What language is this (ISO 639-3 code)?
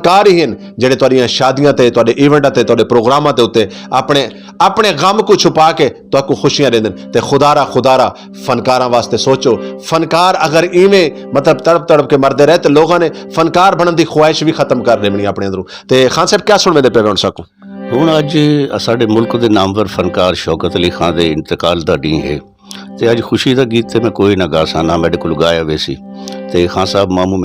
skr